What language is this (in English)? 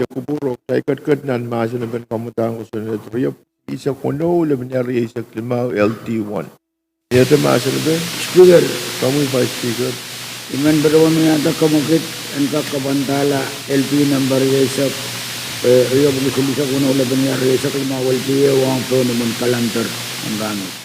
Pohnpeian